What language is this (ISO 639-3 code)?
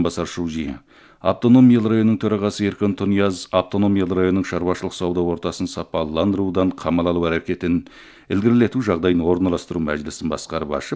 kaz